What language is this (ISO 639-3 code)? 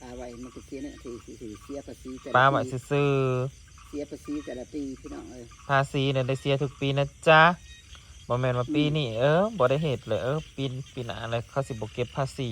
tts